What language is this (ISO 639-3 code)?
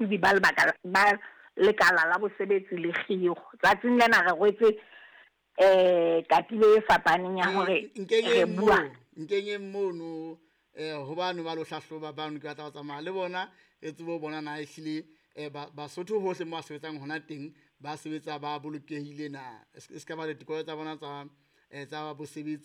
sot